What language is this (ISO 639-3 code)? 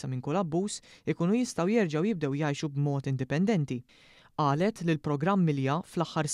mlt